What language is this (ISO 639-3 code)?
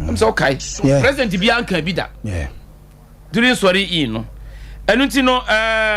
aka